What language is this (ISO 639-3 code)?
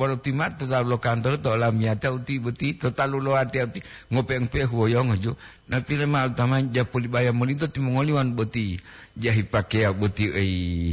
gor